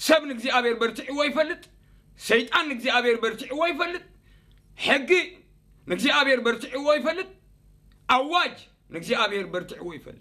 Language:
Tigrinya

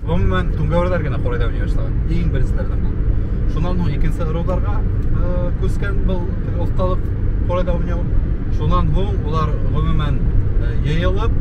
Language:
Bashkir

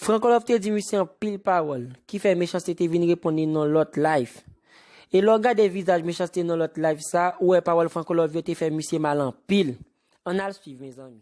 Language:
Haitian Creole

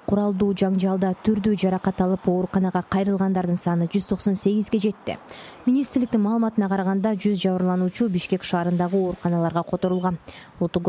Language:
Kyrgyz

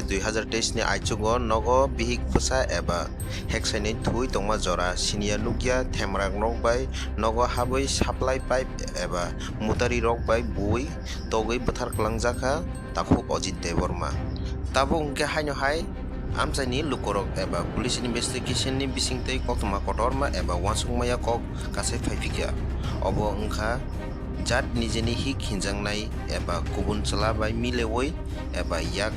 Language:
Kok Borok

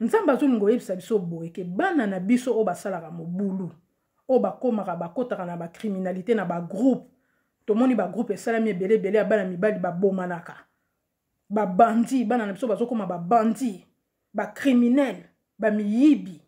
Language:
Lingala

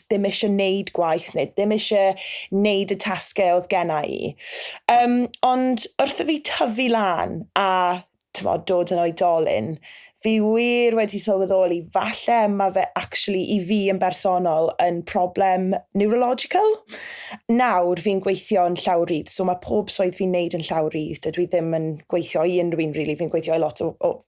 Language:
Welsh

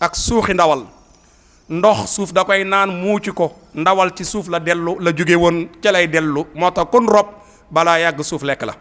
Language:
Wolof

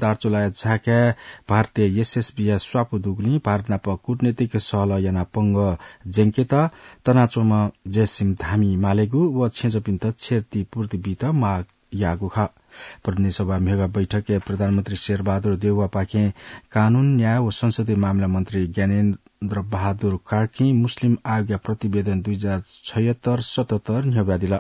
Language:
Newari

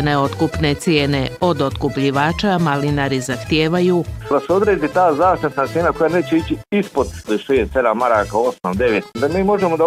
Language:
Bosnian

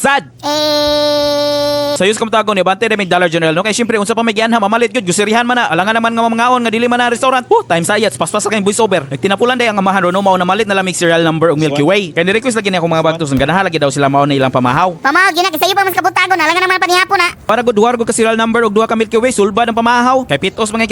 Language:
Cebuano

